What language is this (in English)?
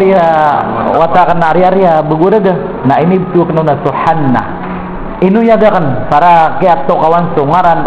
Maranao